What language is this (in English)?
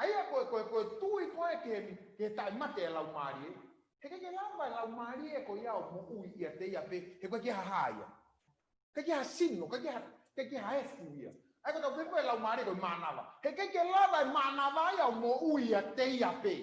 Tongan